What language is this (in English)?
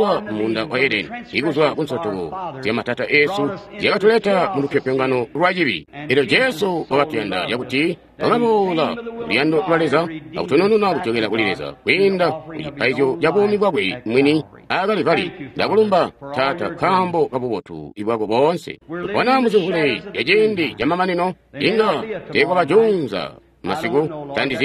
Tonga (Zambia)